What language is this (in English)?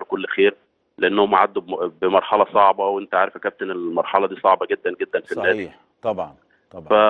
Egyptian Arabic